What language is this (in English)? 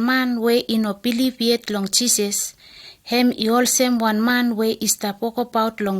Bislama